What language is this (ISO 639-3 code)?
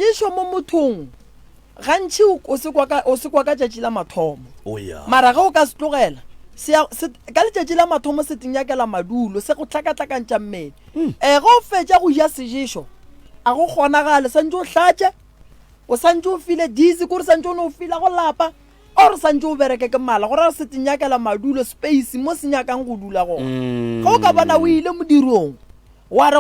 nso